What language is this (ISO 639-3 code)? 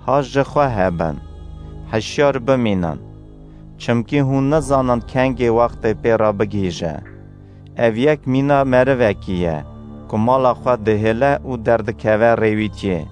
kur